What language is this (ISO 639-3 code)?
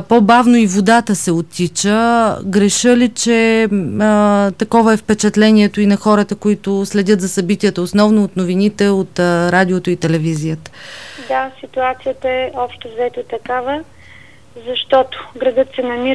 bul